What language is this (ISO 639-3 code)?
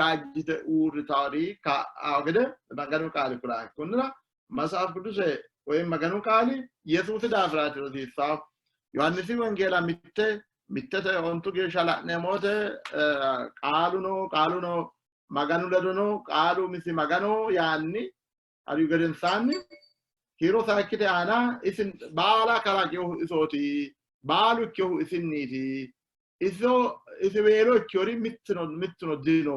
sid